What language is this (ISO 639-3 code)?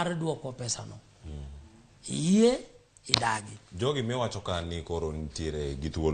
luo